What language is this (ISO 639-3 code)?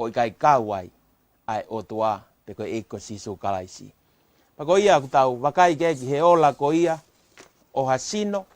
ton